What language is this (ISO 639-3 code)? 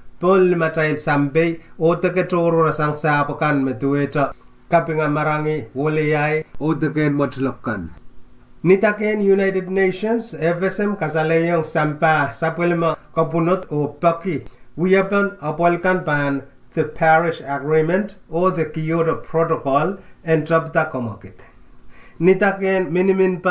pon